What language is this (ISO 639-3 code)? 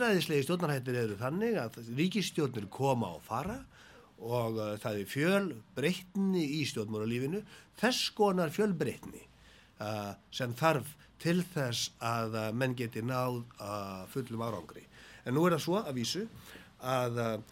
isl